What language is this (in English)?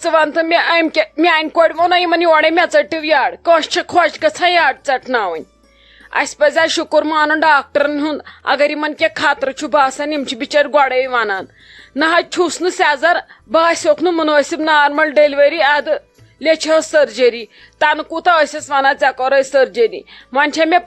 Kashmiri